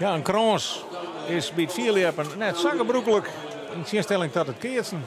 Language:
Western Frisian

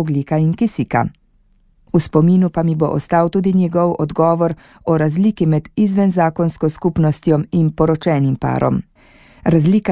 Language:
Slovenian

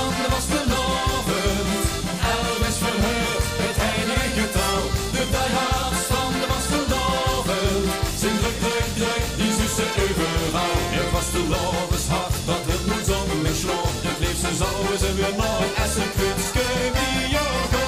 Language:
Limburgish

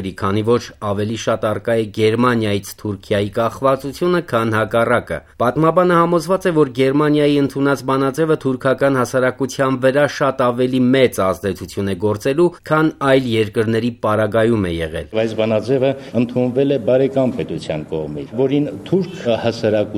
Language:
Armenian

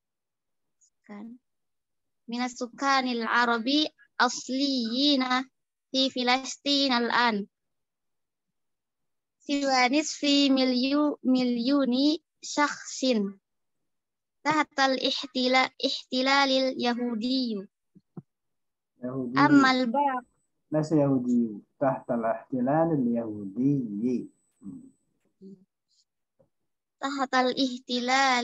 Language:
Arabic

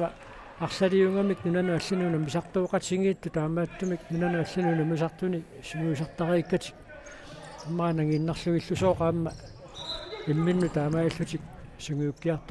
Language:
Kalaallisut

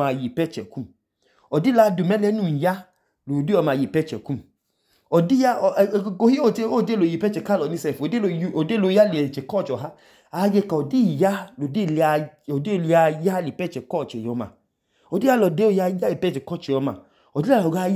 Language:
Idoma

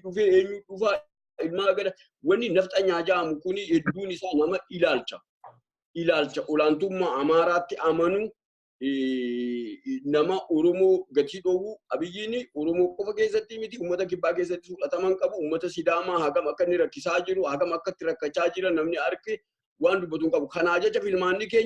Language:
Oromo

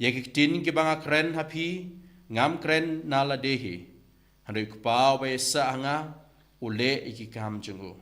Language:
Khasi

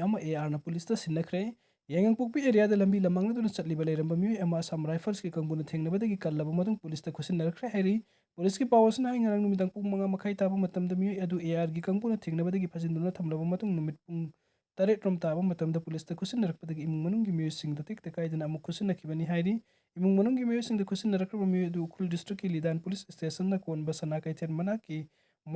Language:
Manipuri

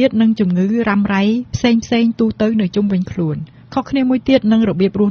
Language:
Khmer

